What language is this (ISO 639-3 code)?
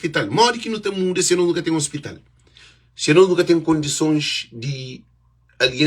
kea